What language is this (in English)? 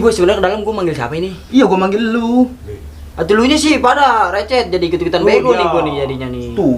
Betawi